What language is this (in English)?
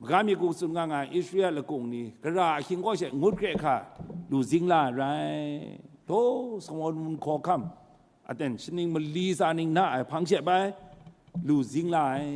Kachin